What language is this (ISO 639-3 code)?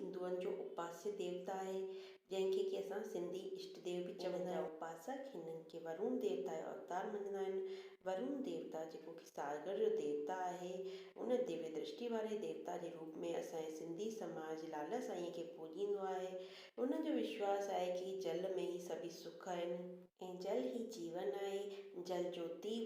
snd